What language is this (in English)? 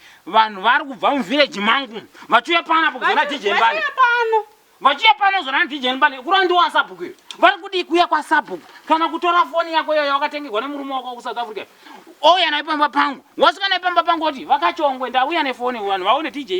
Shona